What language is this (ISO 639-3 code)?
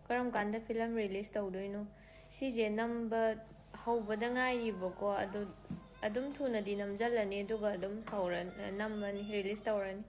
mni